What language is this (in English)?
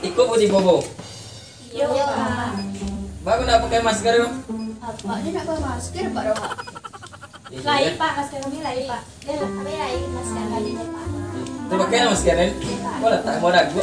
Minangkabau